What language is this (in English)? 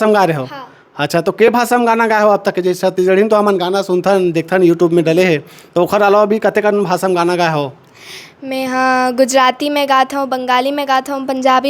Chhattisgarhi